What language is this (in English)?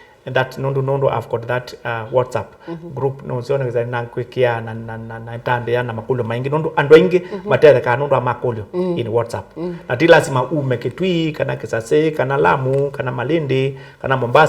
Kamba